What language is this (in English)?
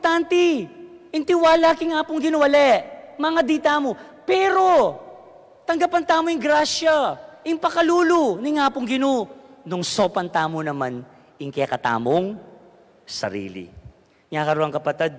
Pampanga